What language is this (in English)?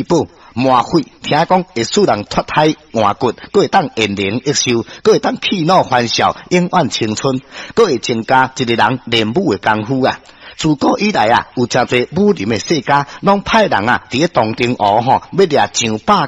Min Nan Chinese